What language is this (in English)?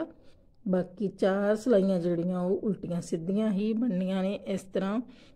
Punjabi